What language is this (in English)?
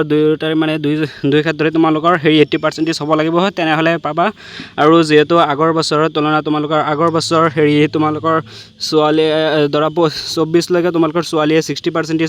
Assamese